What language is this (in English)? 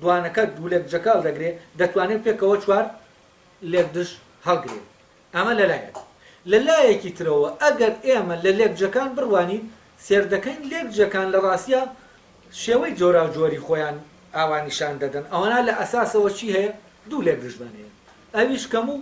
Central Kurdish